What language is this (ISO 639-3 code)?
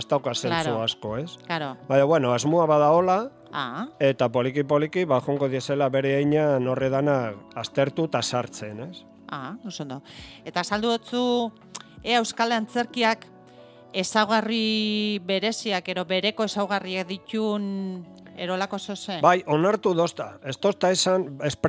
eus